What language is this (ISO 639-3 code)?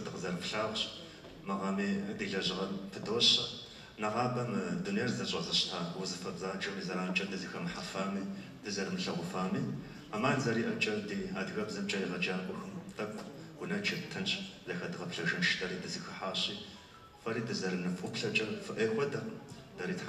kbd